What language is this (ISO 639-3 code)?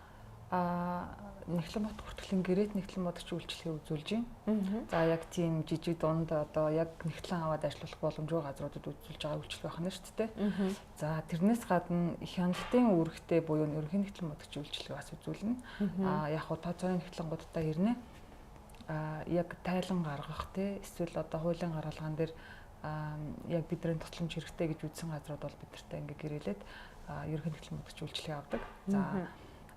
mon